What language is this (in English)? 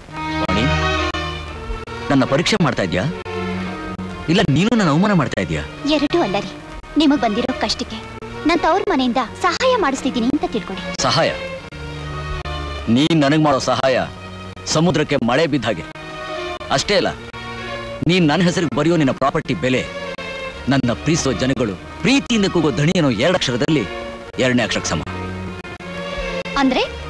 Kannada